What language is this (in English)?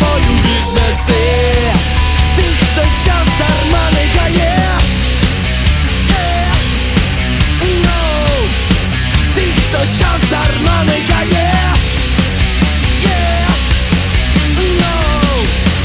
Ukrainian